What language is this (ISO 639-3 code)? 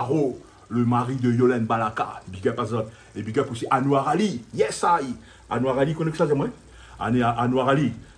rcf